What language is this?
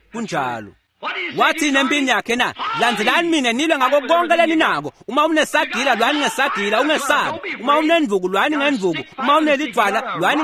Swati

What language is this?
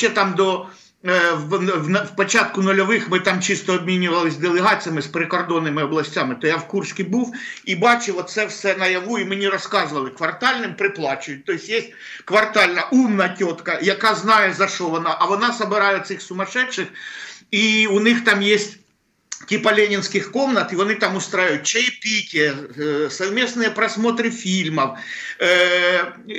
Ukrainian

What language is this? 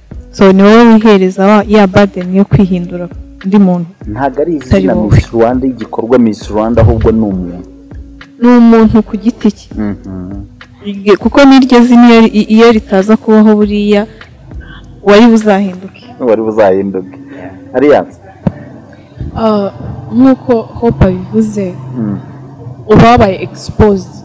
Kinyarwanda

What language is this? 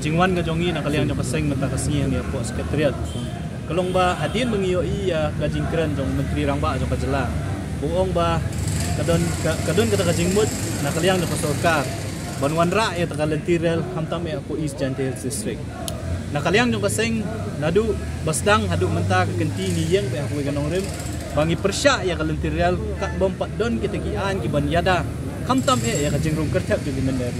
Khasi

